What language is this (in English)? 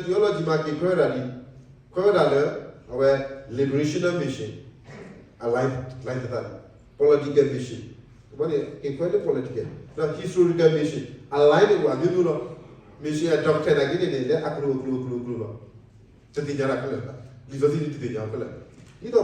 S'gaw Karen